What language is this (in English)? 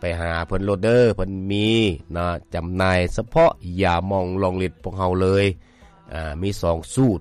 Lao